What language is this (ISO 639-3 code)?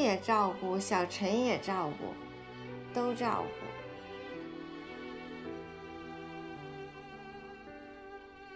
zho